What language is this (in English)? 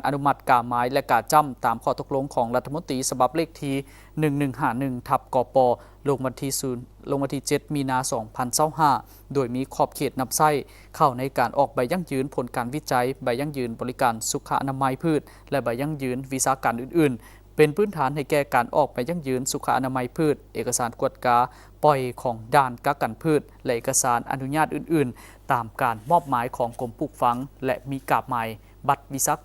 Lao